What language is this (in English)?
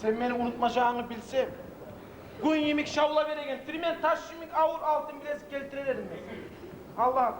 Kumyk